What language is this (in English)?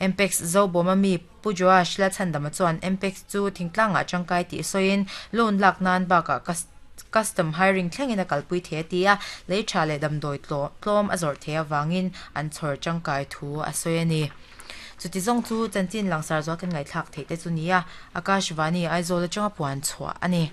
Mizo